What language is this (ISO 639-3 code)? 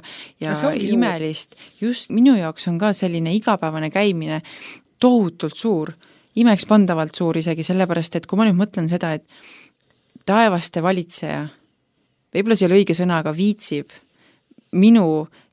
est